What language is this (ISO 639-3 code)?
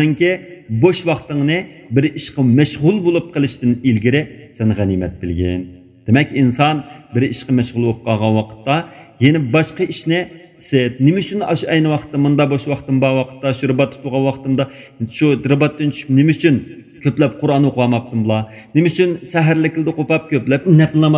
uig